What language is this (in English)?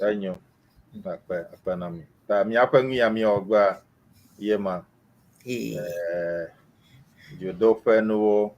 Ewe